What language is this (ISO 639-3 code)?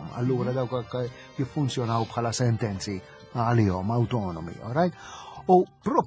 mlt